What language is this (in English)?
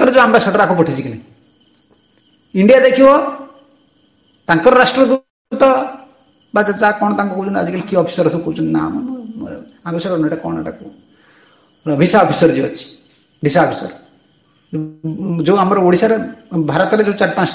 Odia